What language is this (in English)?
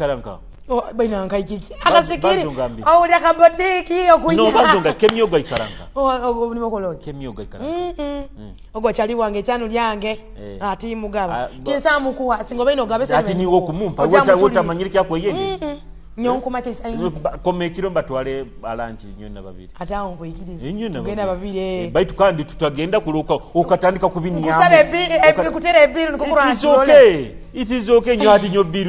Nyoro